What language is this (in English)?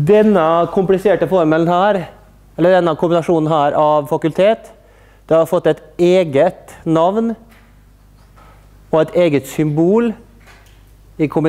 Norwegian